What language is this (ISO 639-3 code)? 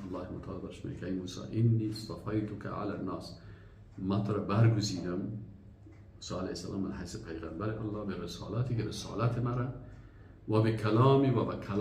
fas